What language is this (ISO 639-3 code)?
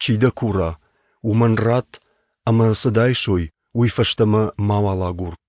oss